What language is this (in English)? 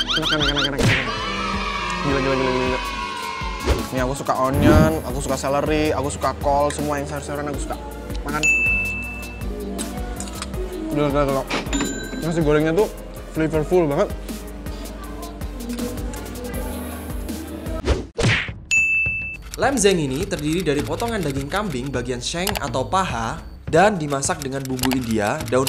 Indonesian